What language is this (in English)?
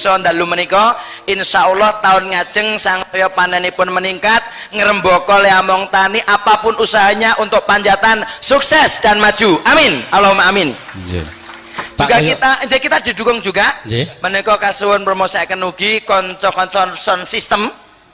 Javanese